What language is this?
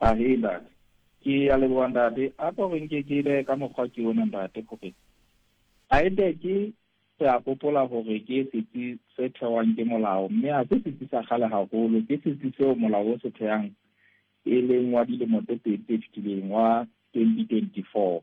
Southern Sotho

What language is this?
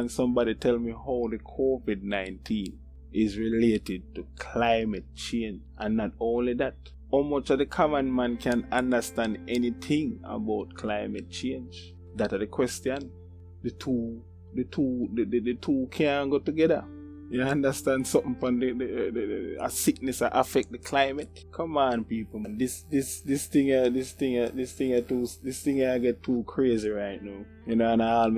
Jamaican Creole English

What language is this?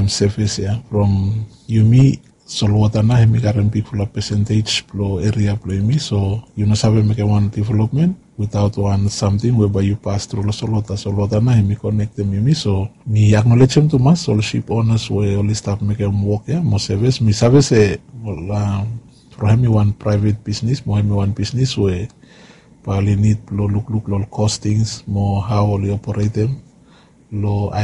Bislama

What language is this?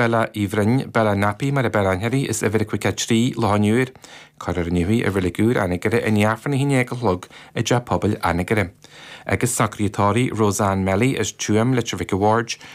Irish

